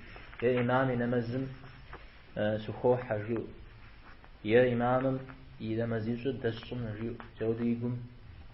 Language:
Kabardian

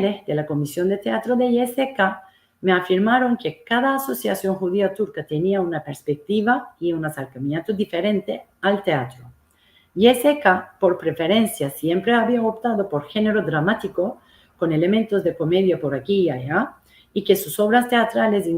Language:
Ladino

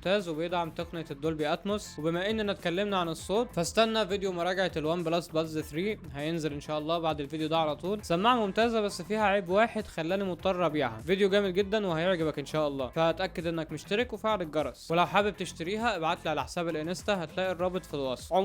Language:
Egyptian Arabic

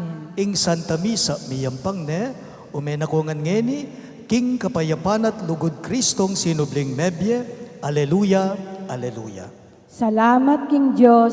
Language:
Pampanga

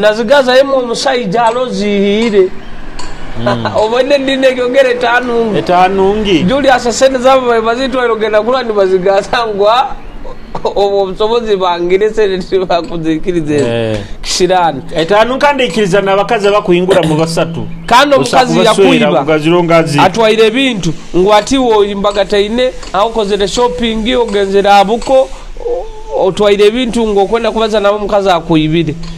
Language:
Nyoro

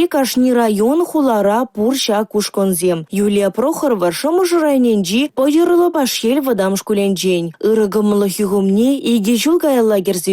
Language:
Chuvash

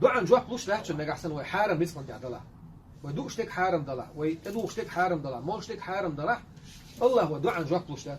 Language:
Chechen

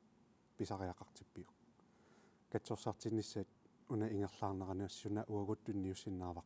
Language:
Kalaallisut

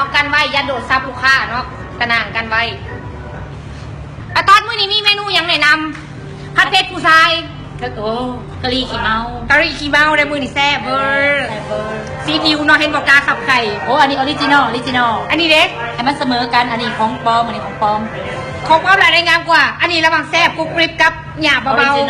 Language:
Lao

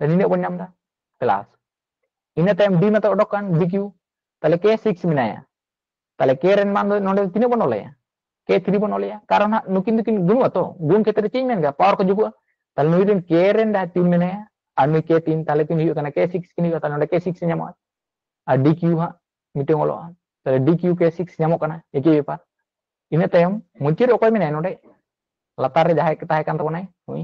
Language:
Santali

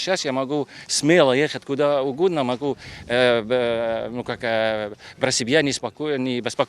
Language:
Crimean Tatar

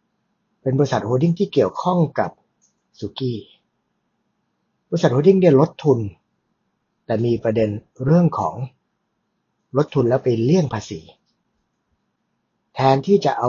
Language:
Thai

